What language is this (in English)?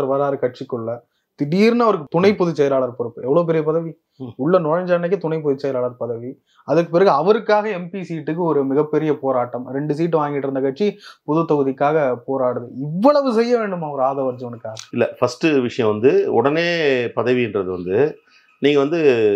Tamil